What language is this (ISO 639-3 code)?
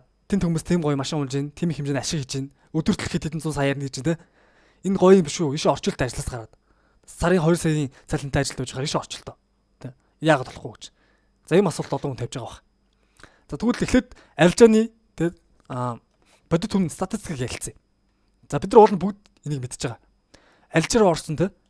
mon